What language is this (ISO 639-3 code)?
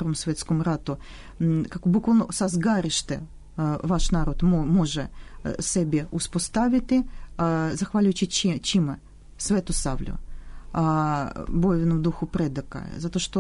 srp